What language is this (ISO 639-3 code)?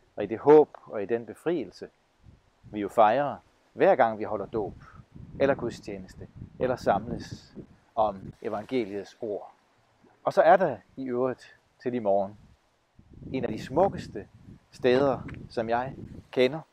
dan